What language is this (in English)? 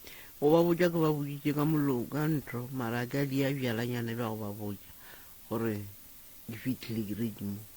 Northern Sotho